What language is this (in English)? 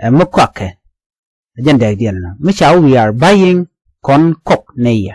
Nuer